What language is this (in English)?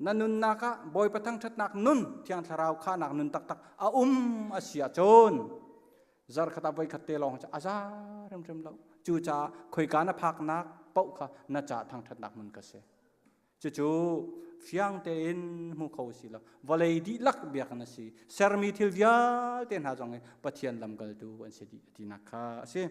Hakha Chin